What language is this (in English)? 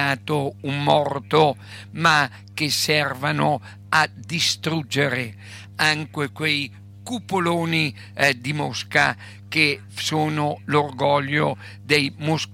Italian